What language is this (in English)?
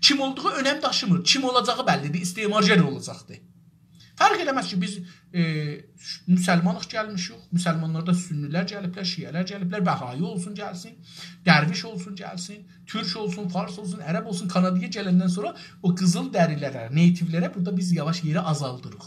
South Azerbaijani